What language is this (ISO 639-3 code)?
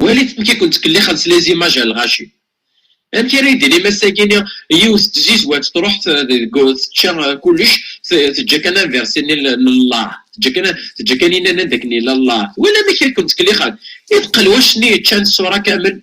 kab